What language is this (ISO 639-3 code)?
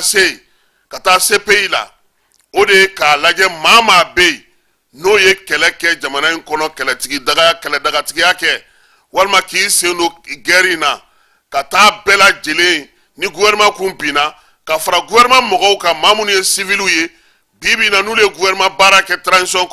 bam